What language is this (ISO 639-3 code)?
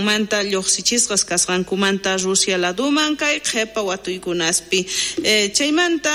quh